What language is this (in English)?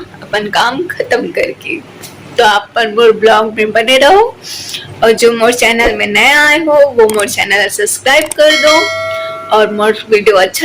Chhattisgarhi